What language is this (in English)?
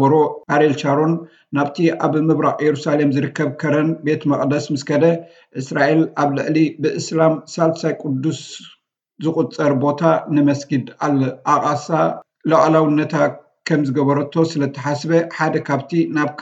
Tigrinya